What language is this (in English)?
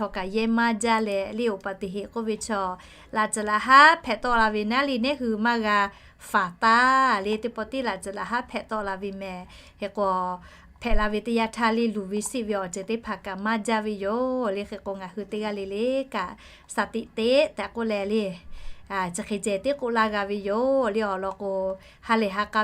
Lahu